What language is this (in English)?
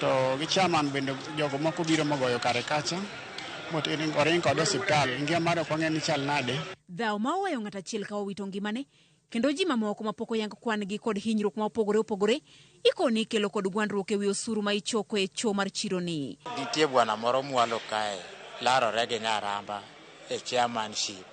Luo (Kenya and Tanzania)